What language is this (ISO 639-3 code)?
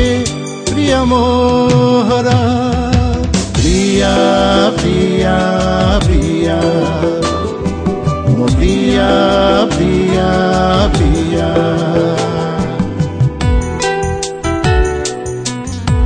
ori